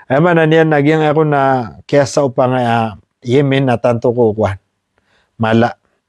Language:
Maranao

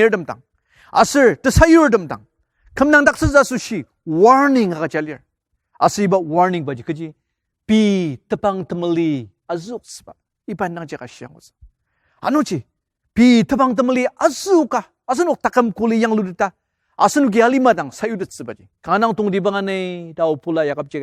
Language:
Ao Naga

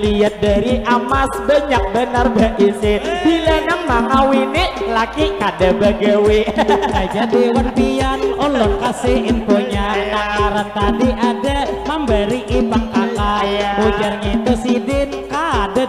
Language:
Banjar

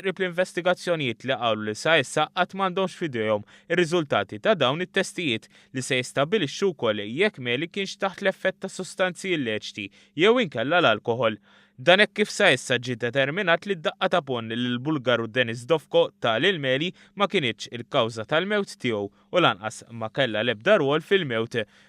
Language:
Maltese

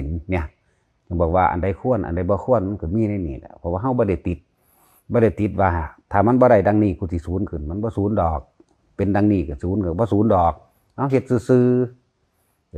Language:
Northeastern Thai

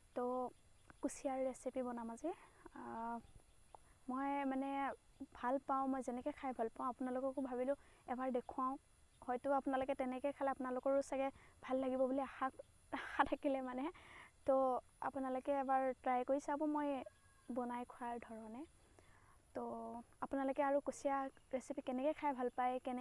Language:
Assamese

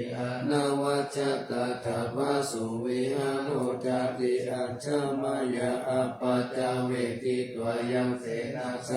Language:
Pali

